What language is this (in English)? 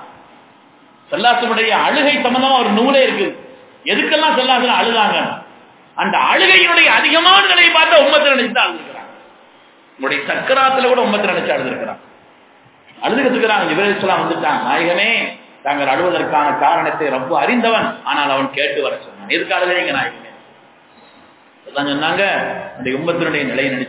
Tamil